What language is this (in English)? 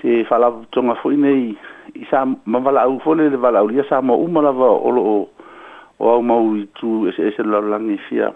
Samoan